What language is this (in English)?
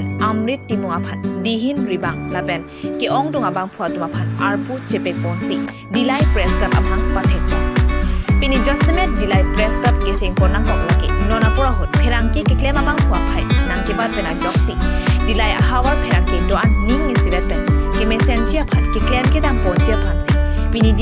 Karbi